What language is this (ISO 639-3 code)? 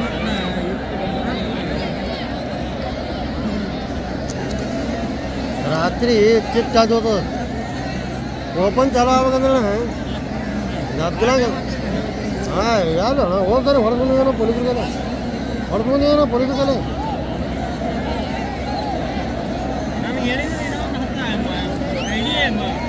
kan